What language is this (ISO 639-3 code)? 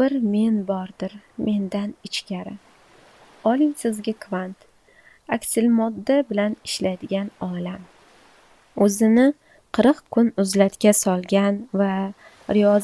uzb